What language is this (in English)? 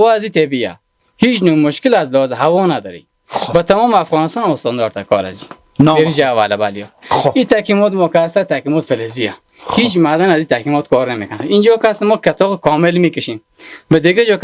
Persian